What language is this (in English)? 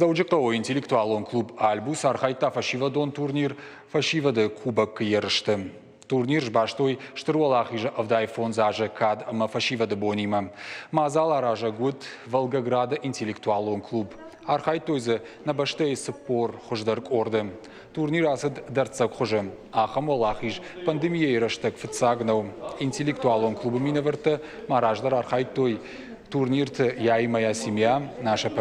Ossetic